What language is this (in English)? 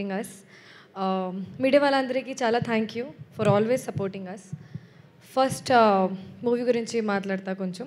Telugu